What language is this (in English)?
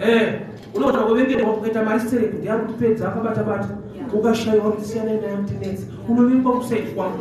Shona